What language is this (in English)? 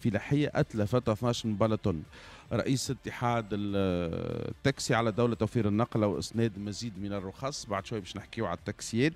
Tunisian Arabic